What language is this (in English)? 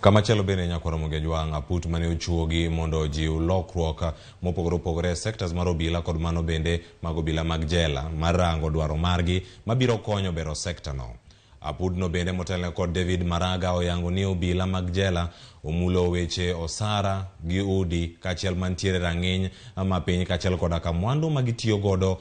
Luo (Kenya and Tanzania)